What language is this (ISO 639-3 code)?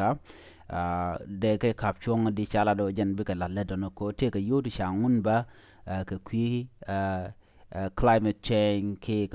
nus